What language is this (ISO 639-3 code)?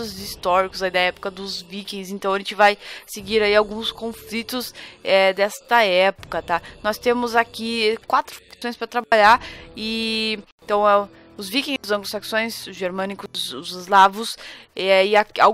por